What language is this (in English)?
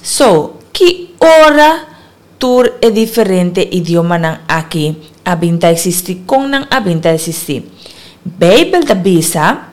Papiamento